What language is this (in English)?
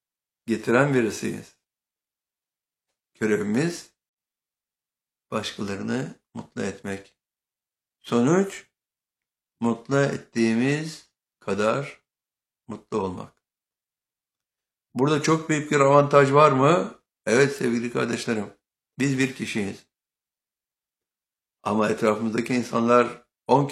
Turkish